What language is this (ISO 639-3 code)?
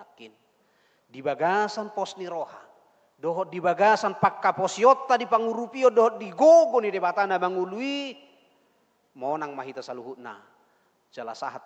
bbc